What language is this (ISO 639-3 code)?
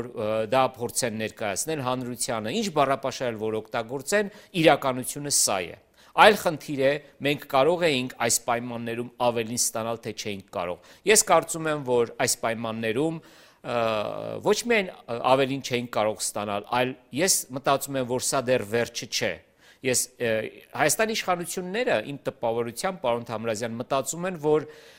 hye